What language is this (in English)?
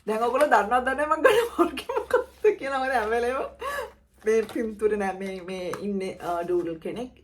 Sinhala